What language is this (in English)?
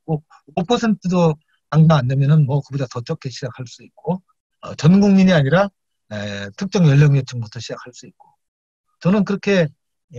Korean